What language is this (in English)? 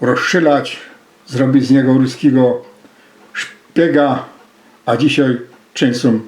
Silesian